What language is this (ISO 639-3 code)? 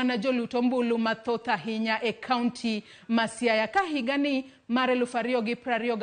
luo